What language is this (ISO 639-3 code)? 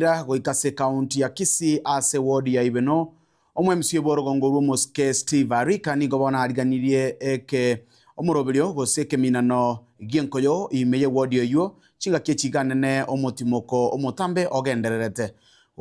guz